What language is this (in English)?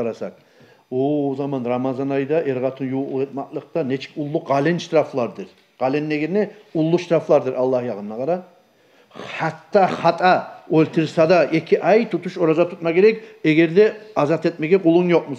Kumyk